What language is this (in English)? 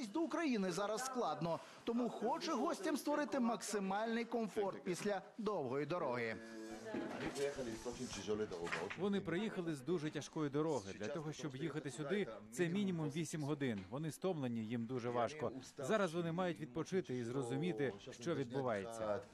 Ukrainian